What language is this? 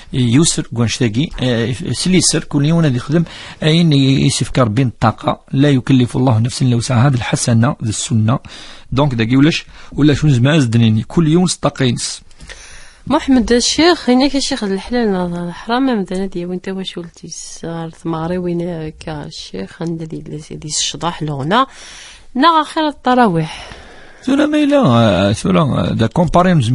Kabyle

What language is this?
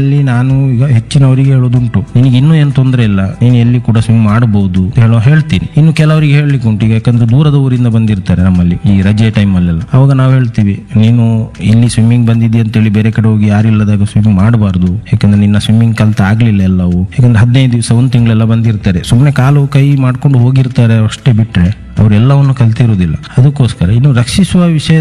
Kannada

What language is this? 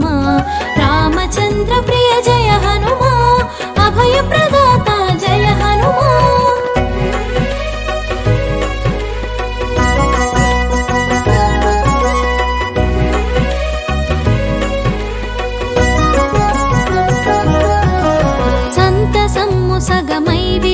Telugu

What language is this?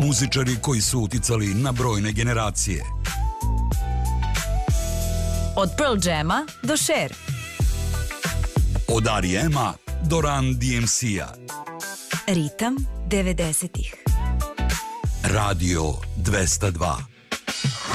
Serbian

